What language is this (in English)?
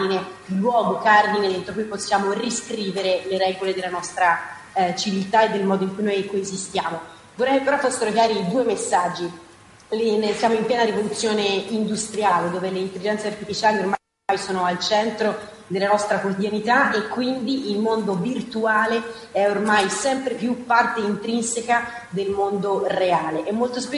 Italian